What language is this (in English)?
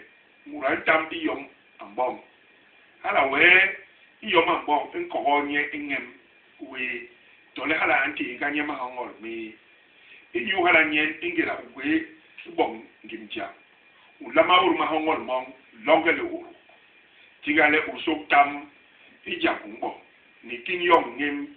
Basaa